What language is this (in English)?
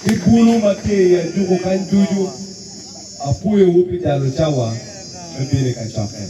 Acoli